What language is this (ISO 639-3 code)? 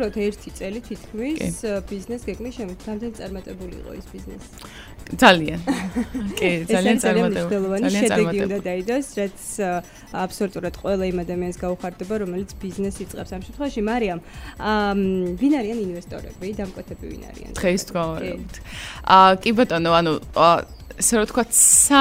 kat